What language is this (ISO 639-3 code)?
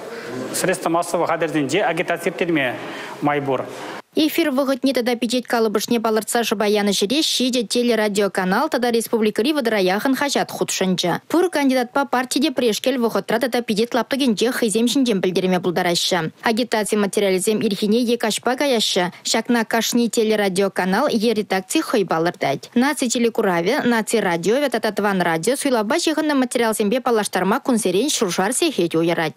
chv